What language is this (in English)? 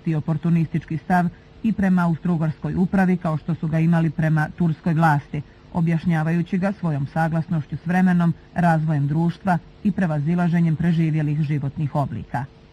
Bosnian